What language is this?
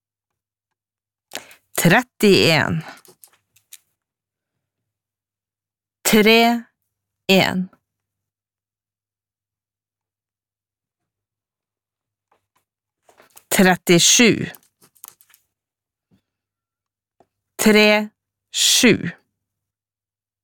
Norwegian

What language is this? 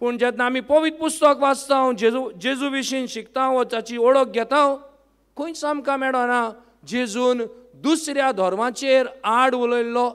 Konkani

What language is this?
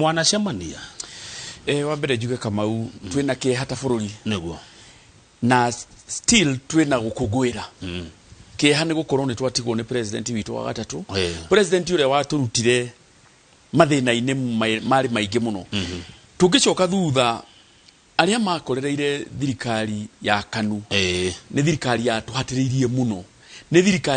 Kikuyu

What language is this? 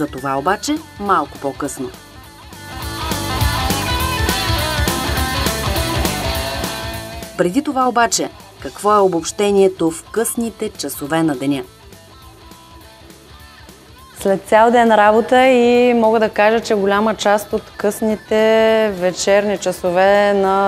Bulgarian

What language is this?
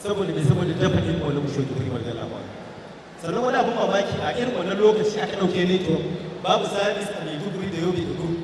Hausa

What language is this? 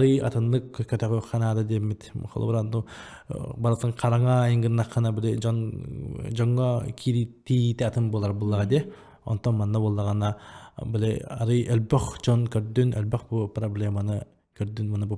Yakut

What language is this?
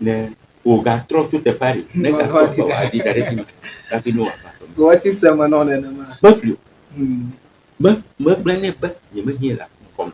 Ewe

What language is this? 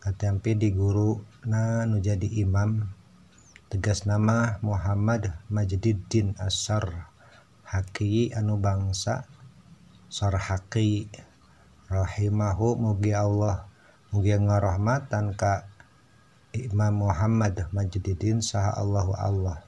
Sundanese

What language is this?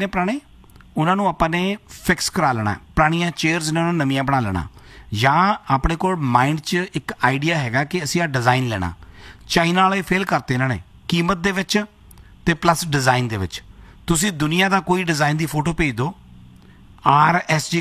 Punjabi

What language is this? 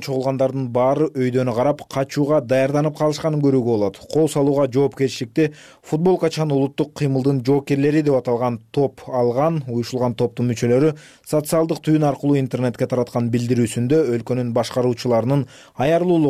Kyrgyz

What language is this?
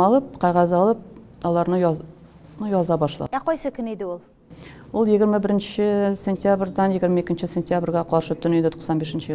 Tatar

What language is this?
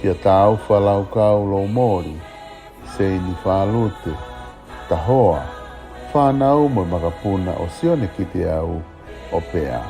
Tongan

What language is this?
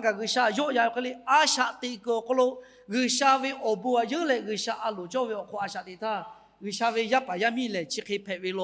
Lahu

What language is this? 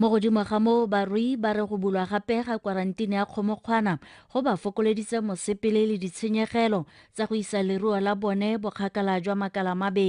Tswana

